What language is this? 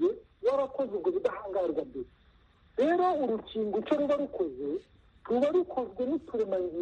Kinyarwanda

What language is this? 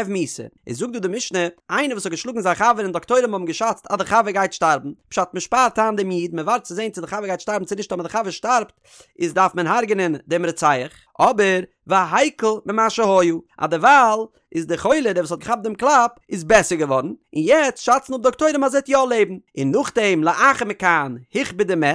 Yiddish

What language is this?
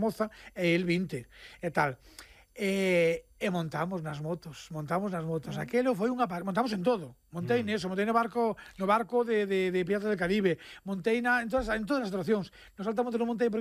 Galician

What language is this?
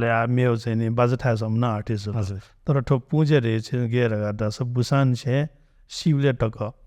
Newari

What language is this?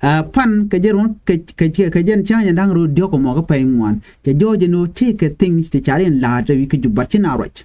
Nuer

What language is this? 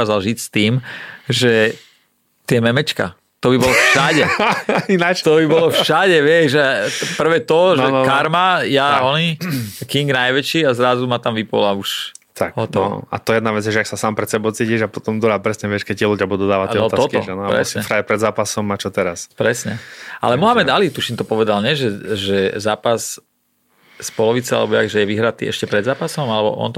Slovak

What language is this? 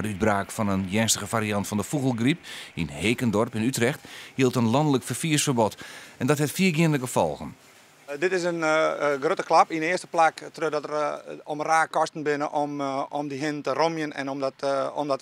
Western Frisian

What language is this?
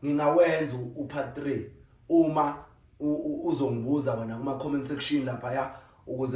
Zulu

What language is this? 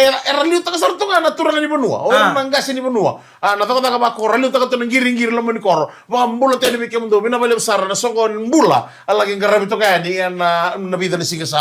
Fijian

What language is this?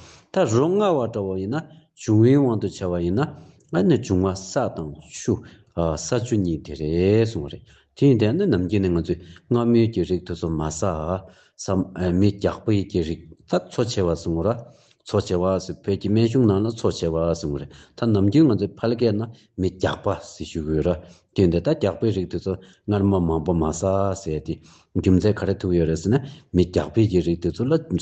Tibetan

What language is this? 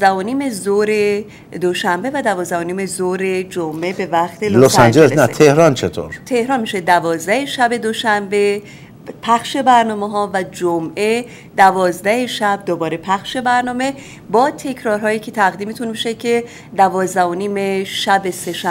Persian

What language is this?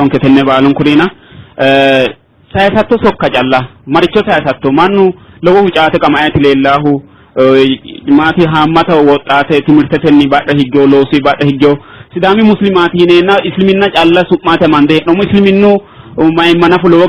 Sidamo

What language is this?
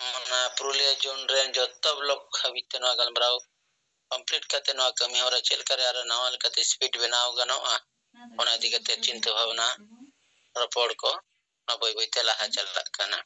Santali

